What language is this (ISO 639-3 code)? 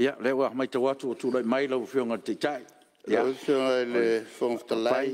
smo